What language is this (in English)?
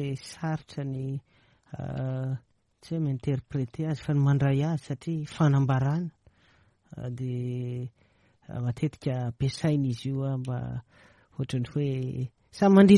Malagasy